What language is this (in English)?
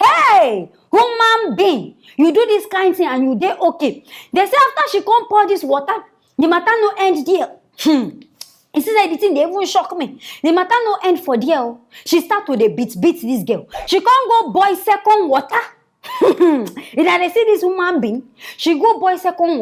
Nigerian Pidgin